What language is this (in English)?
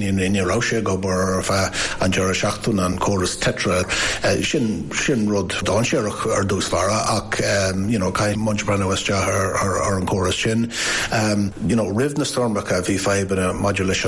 Irish